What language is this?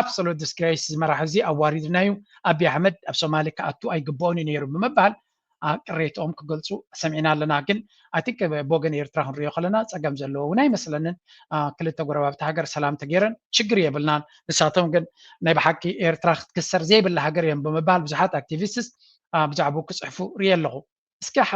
Tigrinya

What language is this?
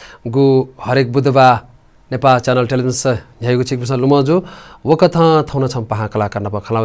Newari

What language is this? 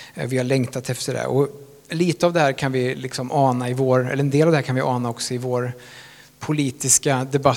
Swedish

